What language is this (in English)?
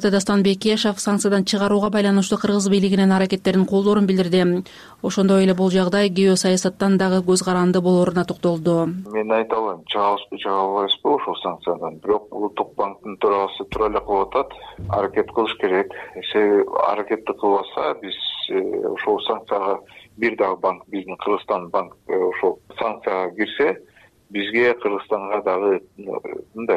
Kyrgyz